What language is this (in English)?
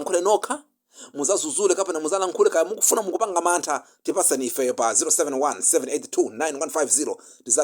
Nyanja